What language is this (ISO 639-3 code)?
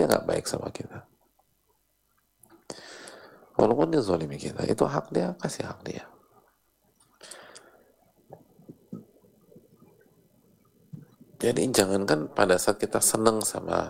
ind